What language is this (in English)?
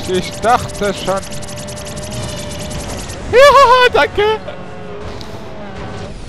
German